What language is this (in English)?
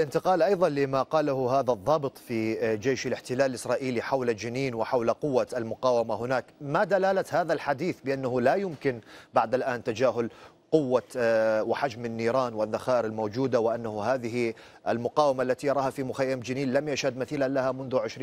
Arabic